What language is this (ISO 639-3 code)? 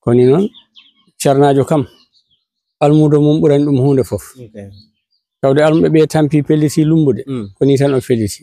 ful